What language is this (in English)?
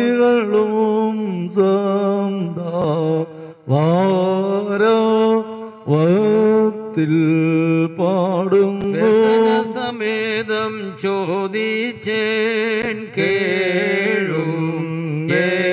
Malayalam